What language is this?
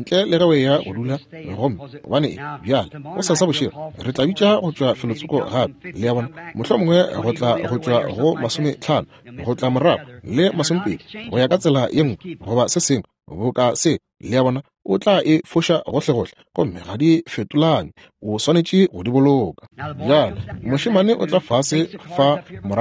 Northern Sotho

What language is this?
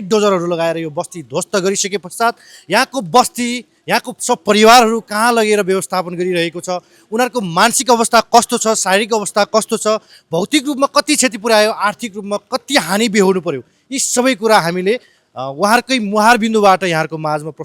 Nepali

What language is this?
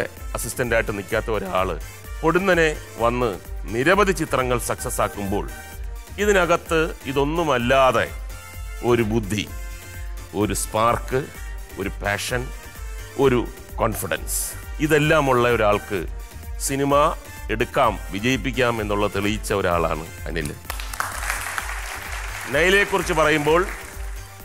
Malayalam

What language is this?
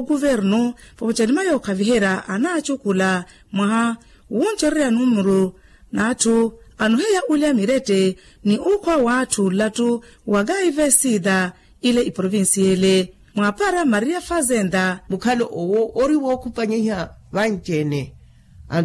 Makhuwa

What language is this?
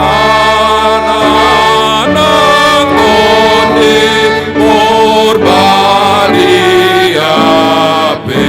Batak Toba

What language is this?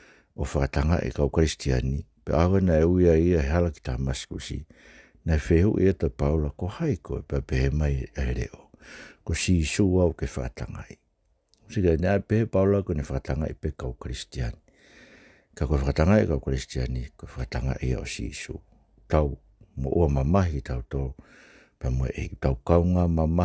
Tongan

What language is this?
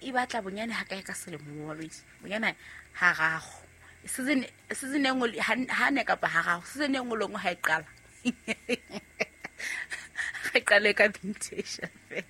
Southern Sotho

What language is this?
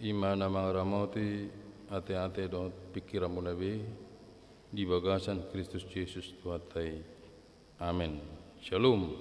Batak Toba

